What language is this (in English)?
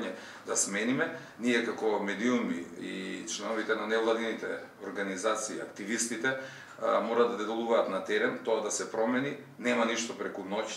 Macedonian